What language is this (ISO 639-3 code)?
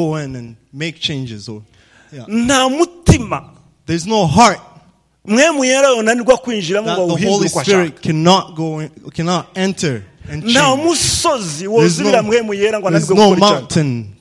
run